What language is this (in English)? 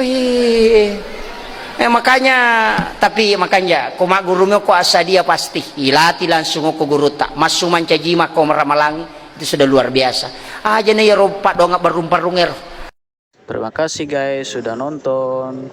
Buginese